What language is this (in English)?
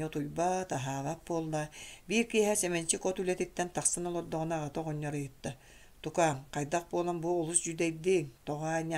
Yakut